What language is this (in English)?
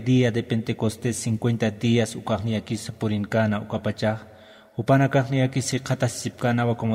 Aymara